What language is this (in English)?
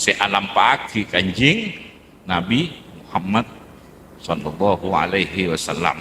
Madurese